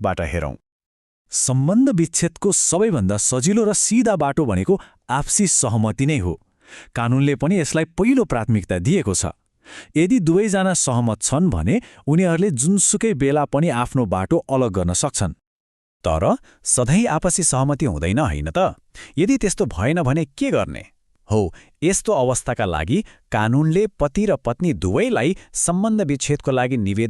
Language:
Nepali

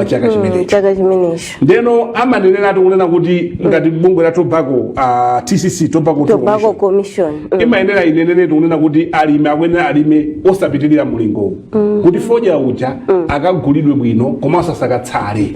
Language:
Nyanja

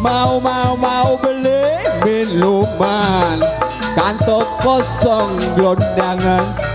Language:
Betawi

